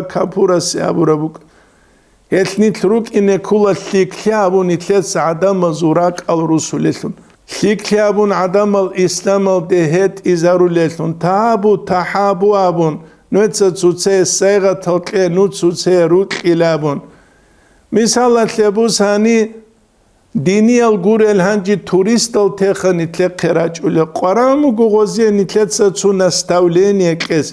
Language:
Avaric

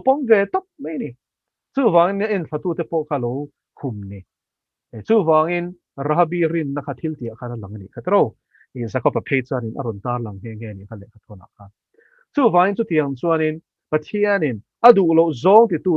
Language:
Mizo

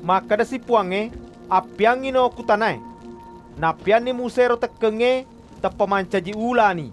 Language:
Buginese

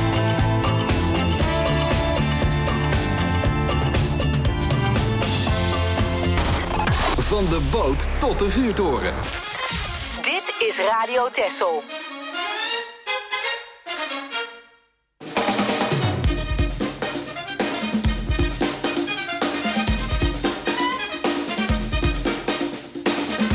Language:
Dutch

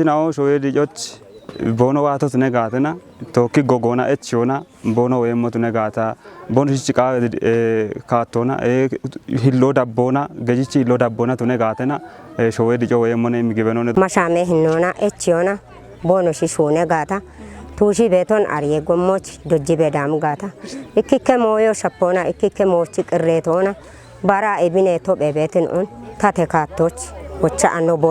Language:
Kafa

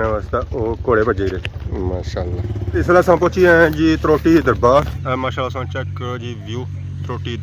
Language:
Pahari-Potwari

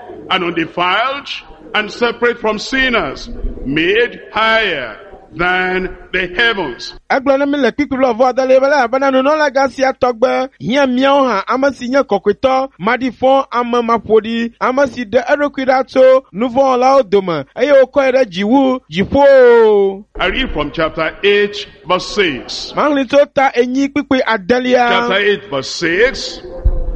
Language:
Ewe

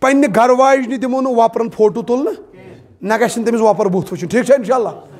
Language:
Kashmiri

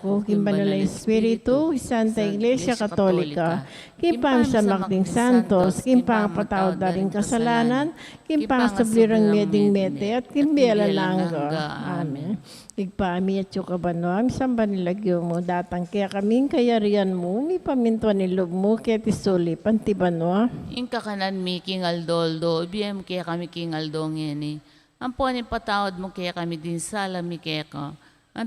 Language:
Pampanga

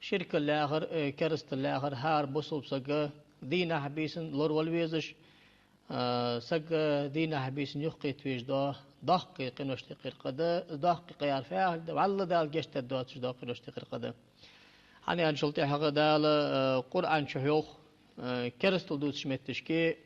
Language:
Ingush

